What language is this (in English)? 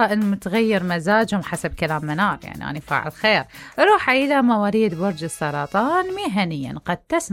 Mesopotamian Arabic